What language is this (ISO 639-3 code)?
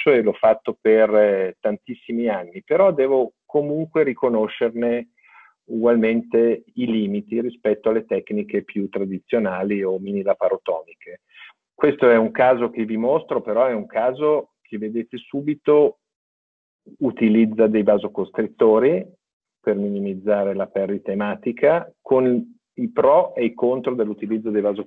ita